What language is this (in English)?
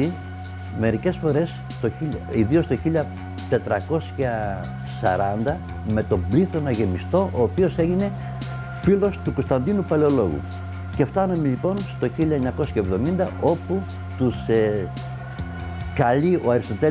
Greek